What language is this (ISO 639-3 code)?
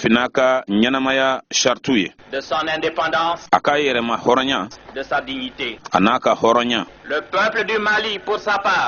bam